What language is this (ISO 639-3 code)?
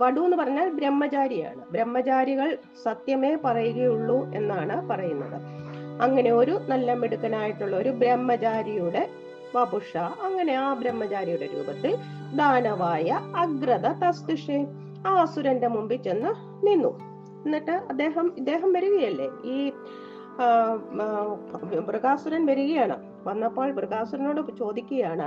mal